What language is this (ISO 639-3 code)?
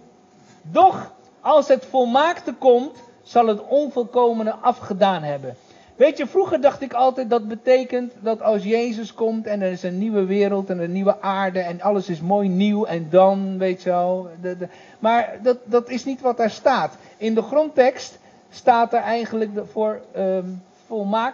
nld